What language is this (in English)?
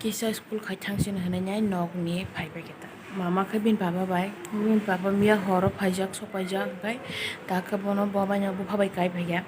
Kok Borok